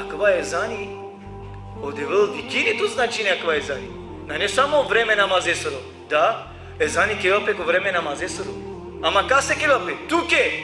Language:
Balkan Romani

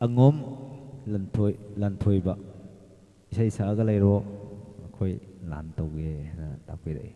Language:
Manipuri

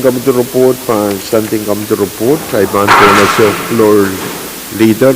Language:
Pohnpeian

